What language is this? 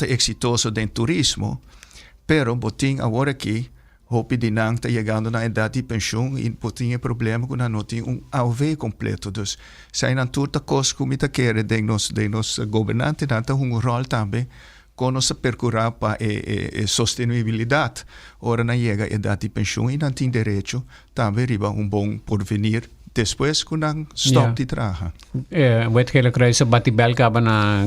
Papiamento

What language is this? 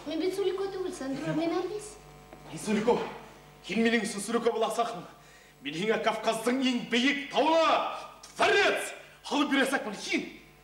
Bashkir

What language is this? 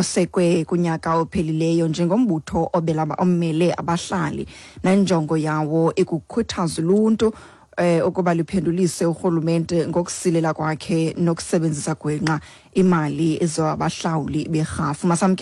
Xhosa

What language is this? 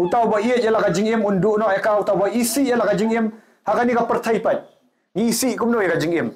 Khasi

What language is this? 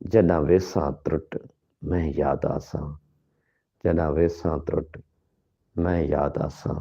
Saraiki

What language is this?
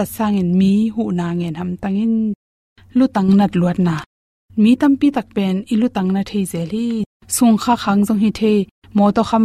Tedim Chin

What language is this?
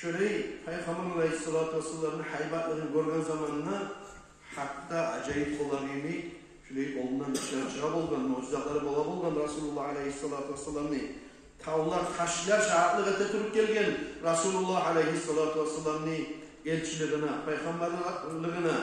Kumyk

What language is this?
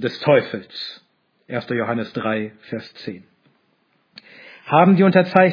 German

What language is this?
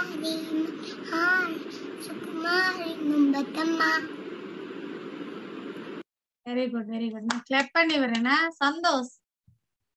Tamil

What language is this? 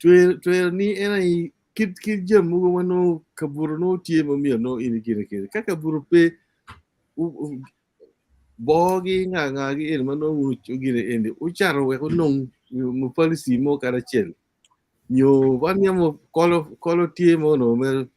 Acoli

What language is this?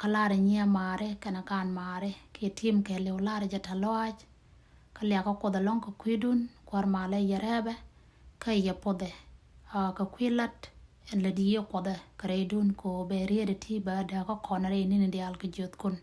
Nuer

